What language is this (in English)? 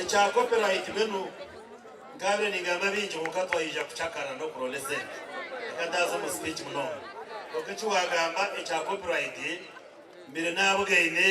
Nyankole